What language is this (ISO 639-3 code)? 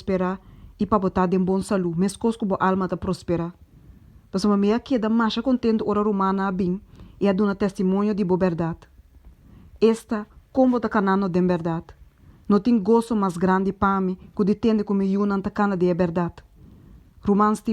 pap